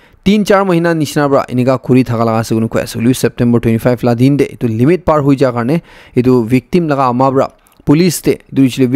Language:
Naga Pidgin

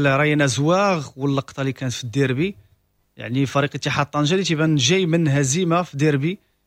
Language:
Moroccan Arabic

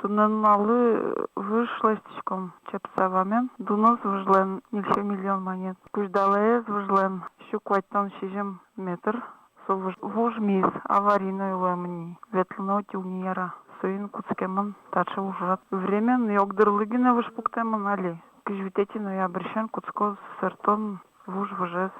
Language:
Udmurt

